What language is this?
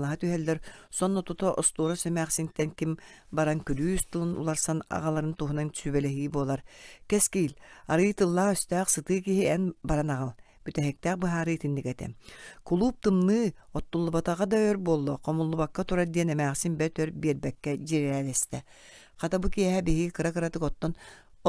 Yakut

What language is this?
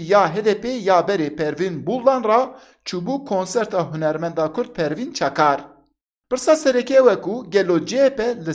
Kurdish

